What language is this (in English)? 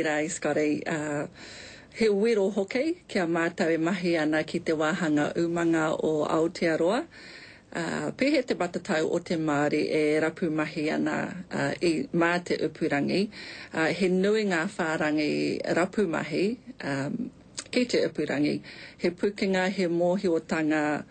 Māori